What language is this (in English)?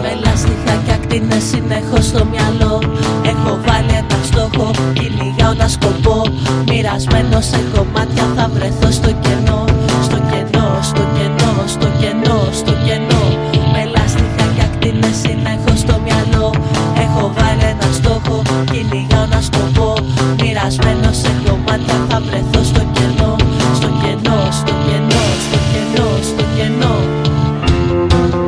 Greek